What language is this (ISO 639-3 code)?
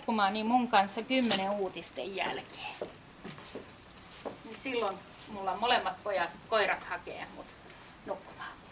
fin